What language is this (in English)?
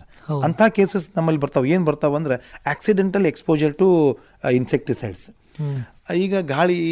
Kannada